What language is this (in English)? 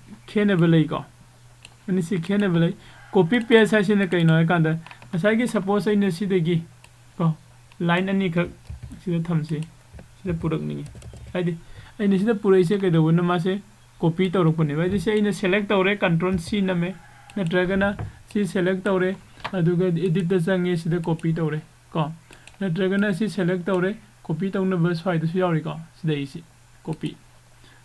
Manipuri